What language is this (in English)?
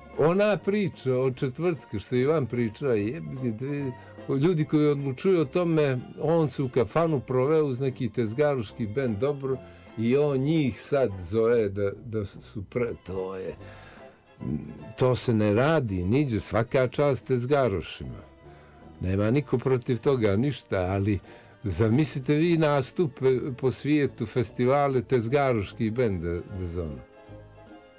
Bosnian